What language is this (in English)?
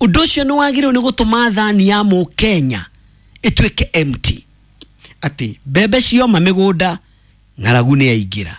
Kikuyu